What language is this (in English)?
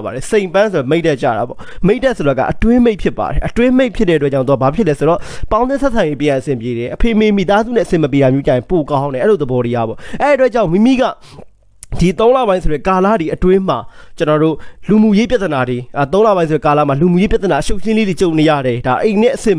Burmese